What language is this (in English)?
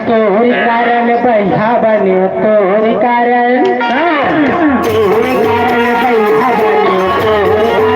Chhattisgarhi